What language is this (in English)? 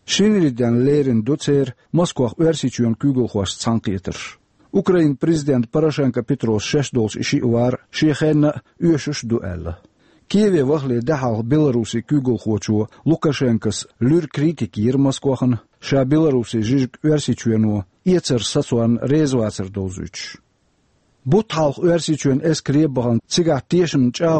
Chechen